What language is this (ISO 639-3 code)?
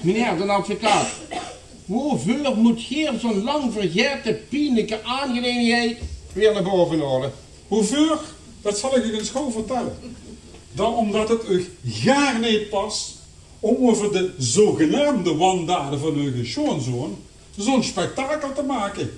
lim